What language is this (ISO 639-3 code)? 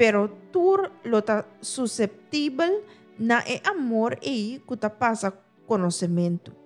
pap